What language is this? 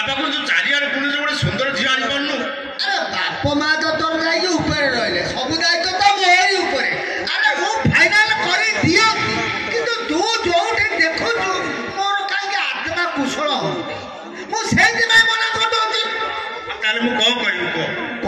Odia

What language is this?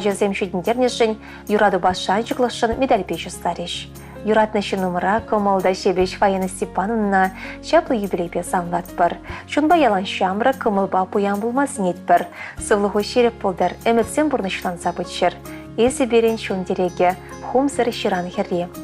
Chuvash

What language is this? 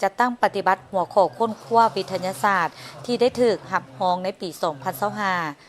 Lao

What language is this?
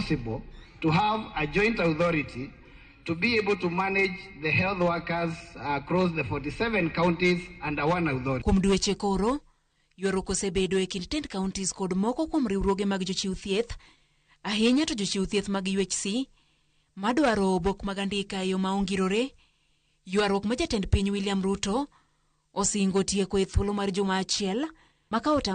Luo (Kenya and Tanzania)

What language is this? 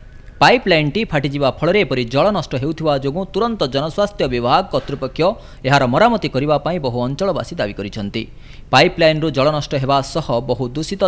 Odia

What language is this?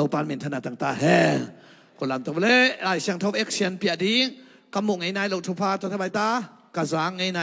Tedim Chin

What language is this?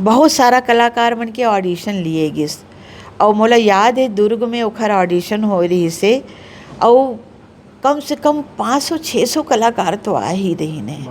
Chhattisgarhi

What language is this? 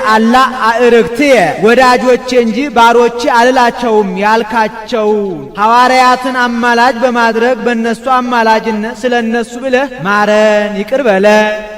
Amharic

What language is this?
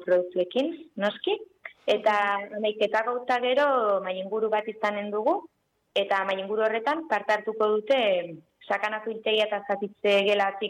Basque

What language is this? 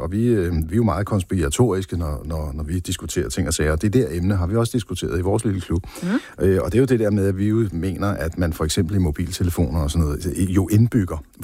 Danish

